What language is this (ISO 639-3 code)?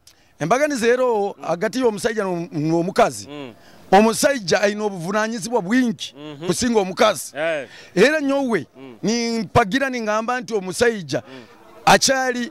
nyo